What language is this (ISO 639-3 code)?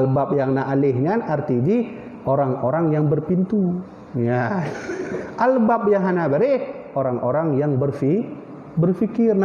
ace